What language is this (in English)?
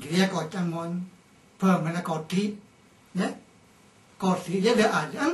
Madurese